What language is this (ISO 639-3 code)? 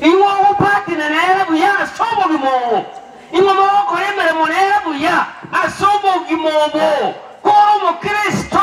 guz